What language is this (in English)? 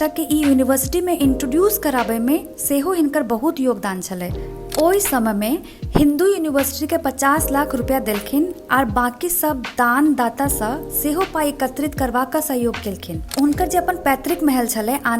Maithili